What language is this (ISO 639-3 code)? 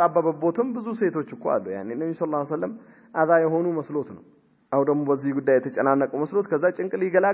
amh